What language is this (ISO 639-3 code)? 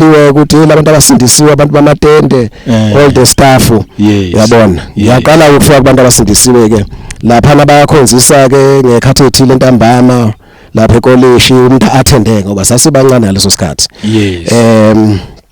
zul